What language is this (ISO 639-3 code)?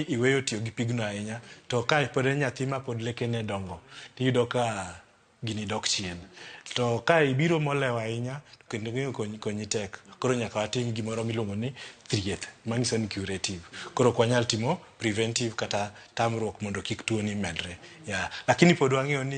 luo